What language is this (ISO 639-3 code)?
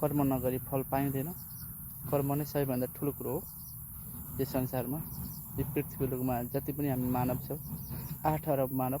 nep